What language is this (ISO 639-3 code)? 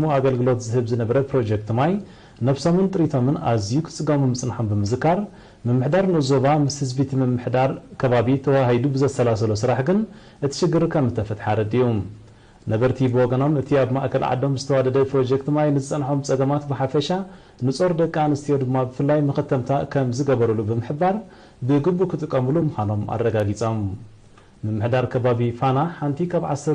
tir